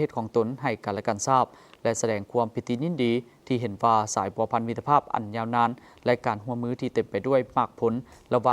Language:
Lao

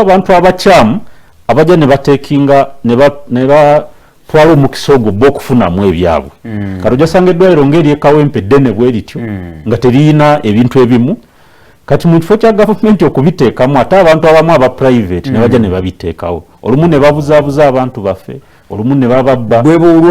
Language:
Ganda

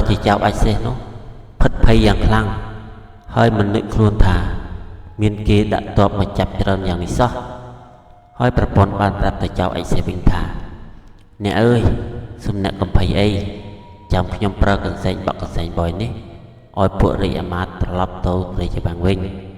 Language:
Khmer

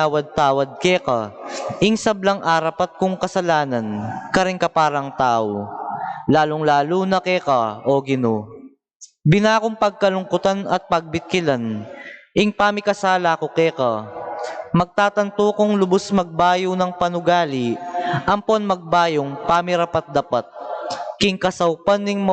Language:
Pampanga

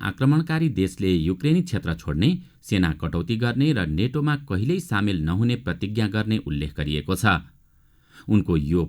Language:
Nepali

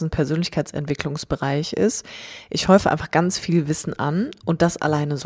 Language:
German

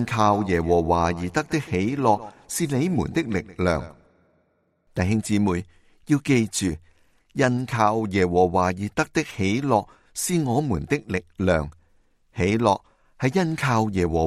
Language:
Cantonese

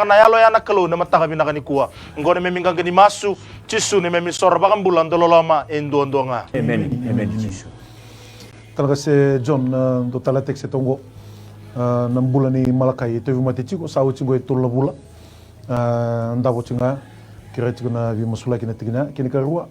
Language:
Fijian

